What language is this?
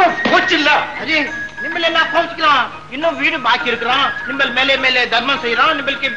Tamil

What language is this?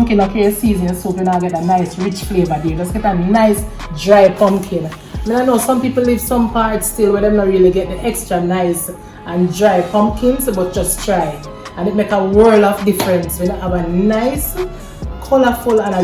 Jamaican Creole English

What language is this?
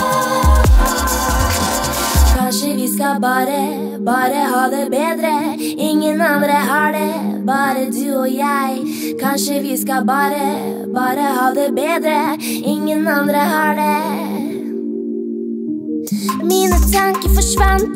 Norwegian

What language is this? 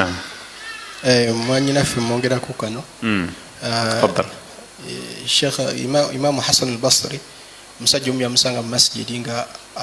Ganda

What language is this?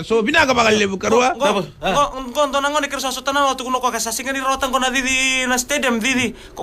Fijian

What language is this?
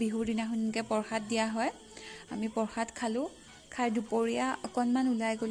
Assamese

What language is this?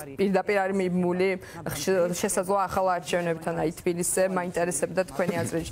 Georgian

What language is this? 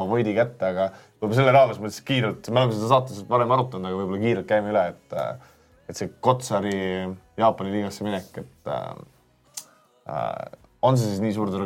Estonian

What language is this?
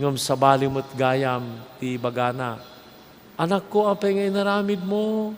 Iloko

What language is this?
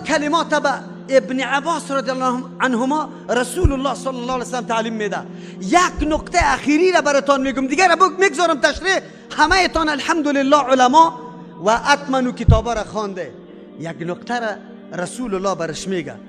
Persian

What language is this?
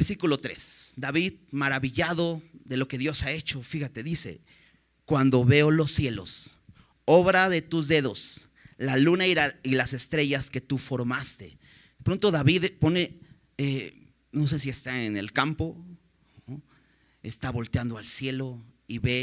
Spanish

